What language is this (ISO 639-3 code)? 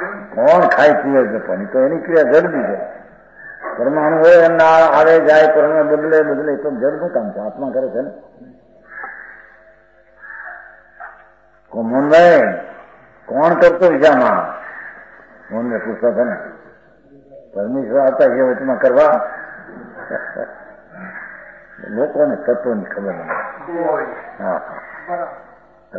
guj